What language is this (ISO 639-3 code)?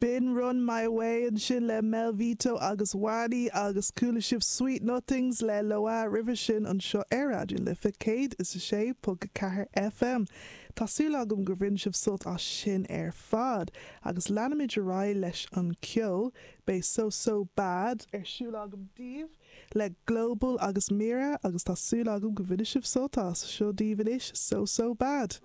gle